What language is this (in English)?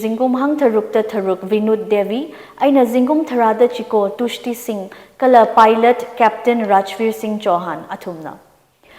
Tangkhul Naga (India)